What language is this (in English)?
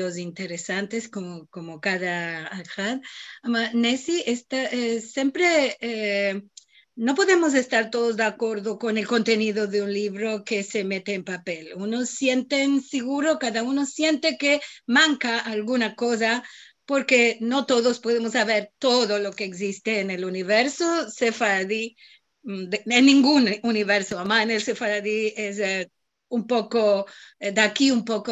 Ladino